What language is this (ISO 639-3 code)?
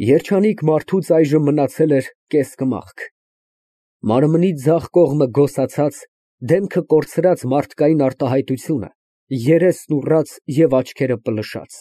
hye